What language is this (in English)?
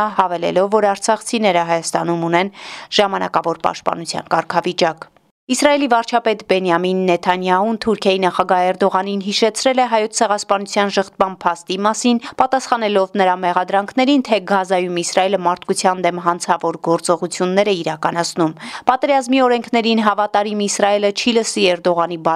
Armenian